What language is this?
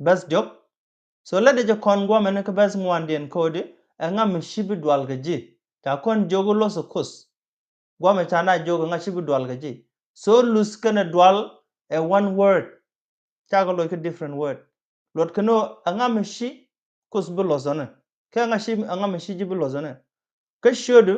Nuer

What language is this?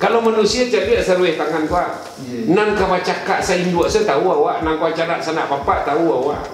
Minangkabau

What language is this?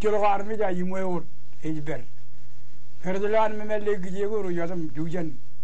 Marshallese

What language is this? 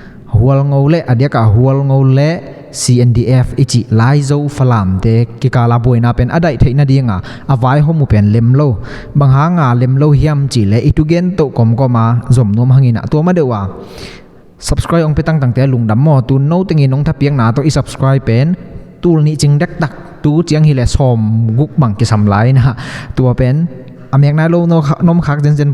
Tedim Chin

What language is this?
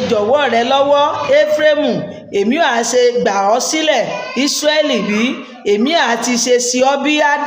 Yoruba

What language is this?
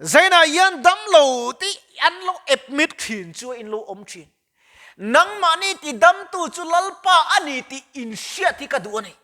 Mizo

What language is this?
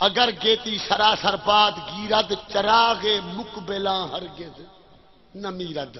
Saraiki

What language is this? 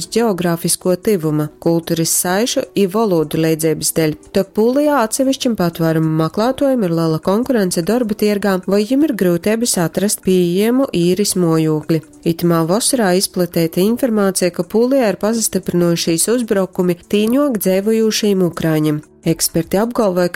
Latgalian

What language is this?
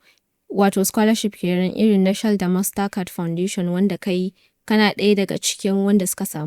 Hausa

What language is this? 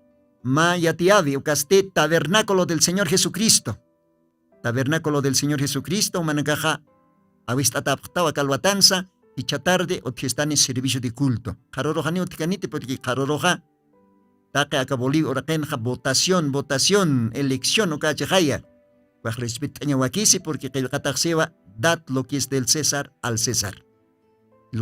Aymara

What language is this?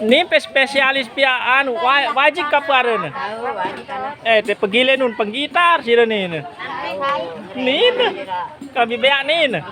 Sasak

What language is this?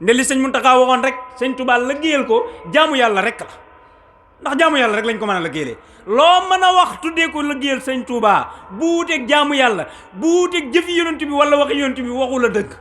Wolof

